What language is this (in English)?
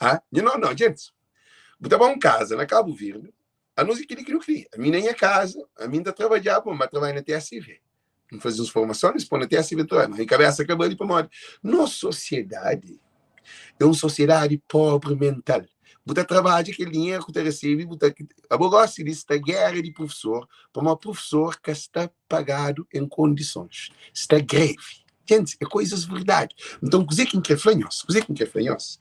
Kabuverdianu